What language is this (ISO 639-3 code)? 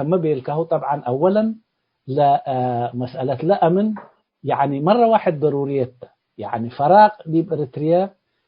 tig